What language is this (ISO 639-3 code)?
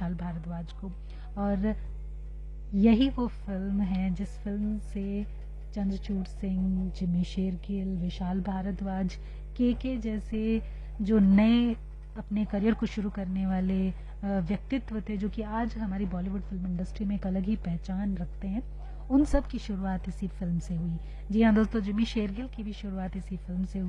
hin